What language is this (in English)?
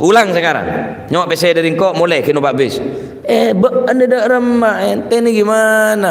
Madurese